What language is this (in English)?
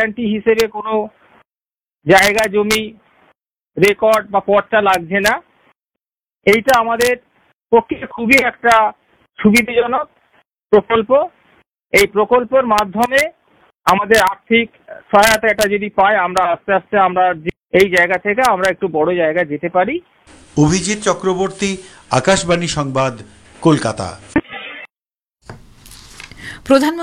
Bangla